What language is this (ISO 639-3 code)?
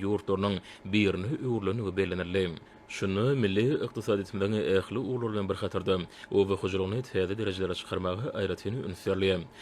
tuk